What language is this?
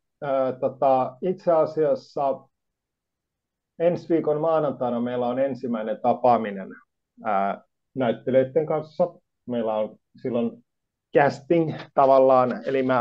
Finnish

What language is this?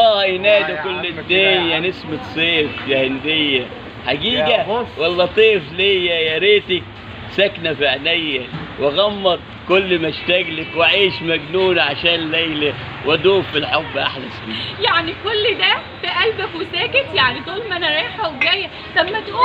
Egyptian Arabic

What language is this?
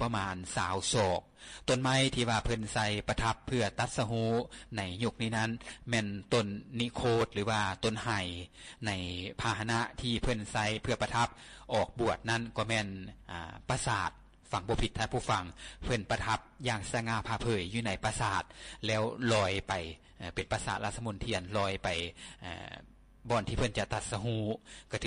Lao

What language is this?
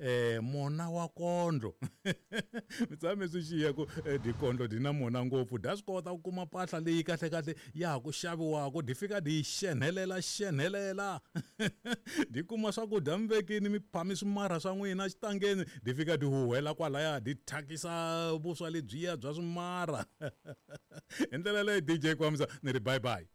Tsonga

